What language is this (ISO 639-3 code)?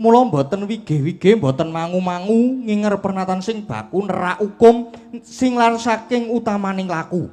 jav